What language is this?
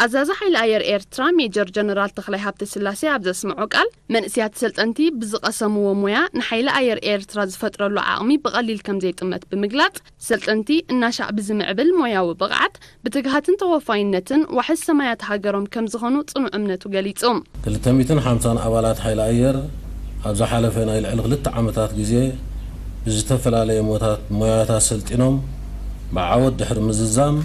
Tigrinya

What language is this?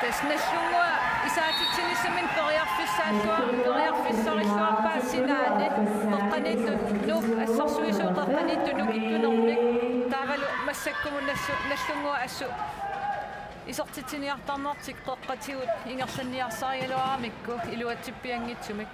Kalaallisut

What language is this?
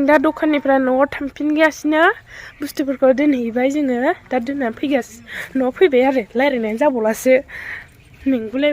Bodo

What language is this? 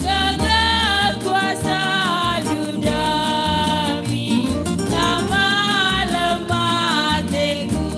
Batak Karo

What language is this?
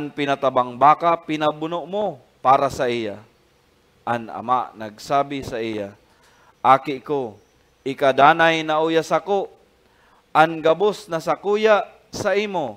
Bikol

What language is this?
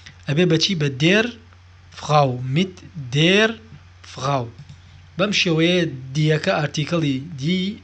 Central Kurdish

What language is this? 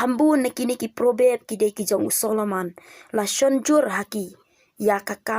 Khasi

